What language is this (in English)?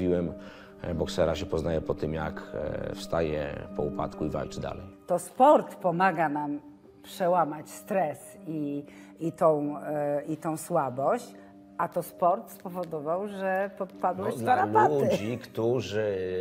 Polish